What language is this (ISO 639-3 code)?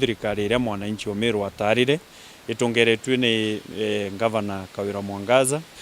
mer